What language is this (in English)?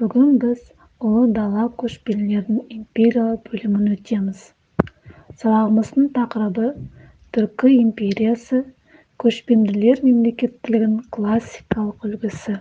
Kazakh